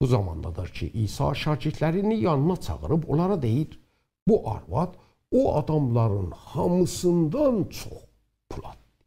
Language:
South Azerbaijani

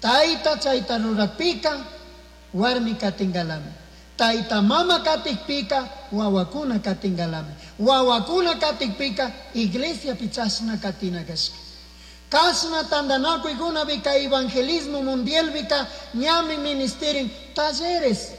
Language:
Chimborazo Highland Quichua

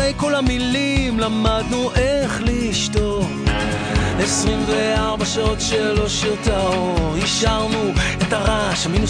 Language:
Hebrew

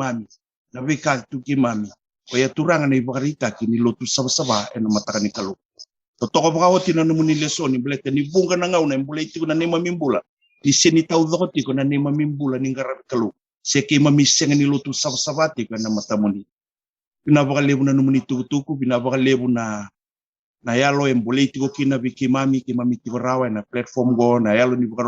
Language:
Fijian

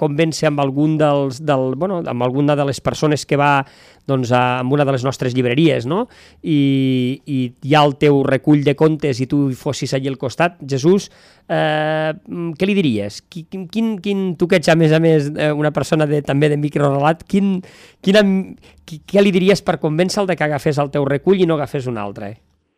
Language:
Catalan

